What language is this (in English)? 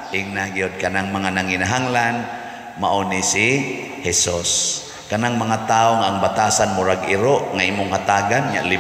Cebuano